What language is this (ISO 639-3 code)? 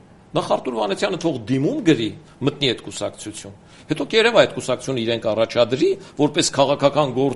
hye